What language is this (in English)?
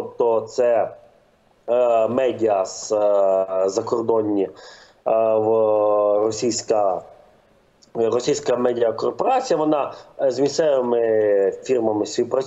Ukrainian